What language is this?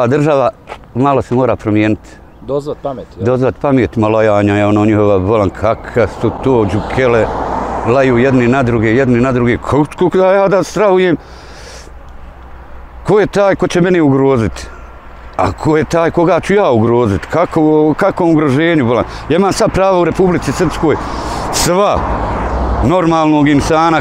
Bosnian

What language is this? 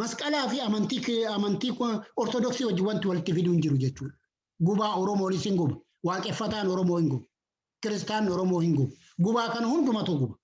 Oromo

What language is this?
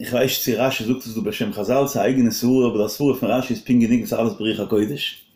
Yiddish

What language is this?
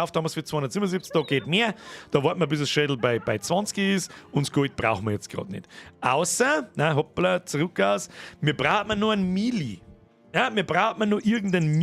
Bavarian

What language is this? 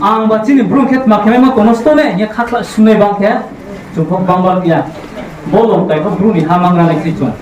Riang (India)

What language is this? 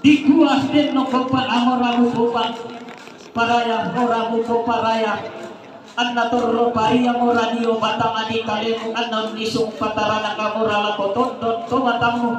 Toraja-Sa'dan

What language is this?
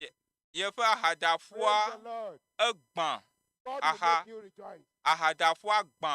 Ewe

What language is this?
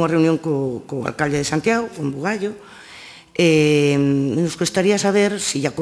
Galician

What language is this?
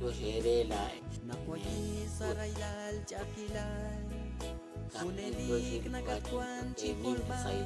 Kekchí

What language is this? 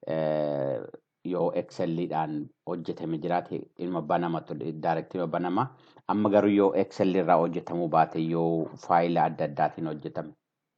Oromo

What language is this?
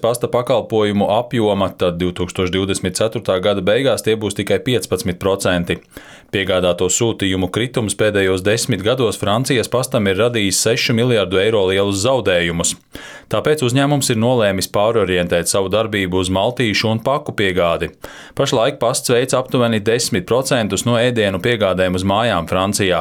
Latvian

